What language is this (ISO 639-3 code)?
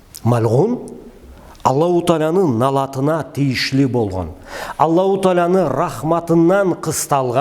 krc